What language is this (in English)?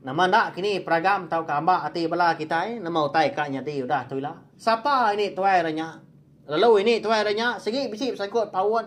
Iban